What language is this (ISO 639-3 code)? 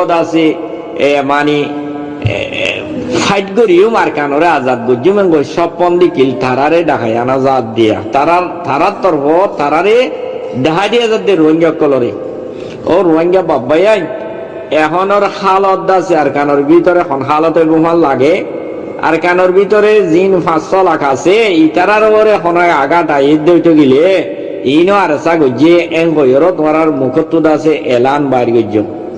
rhg